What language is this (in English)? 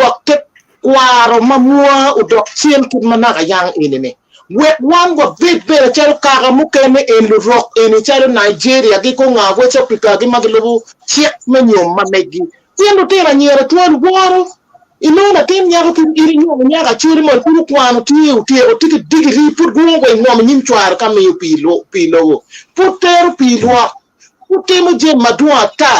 Acoli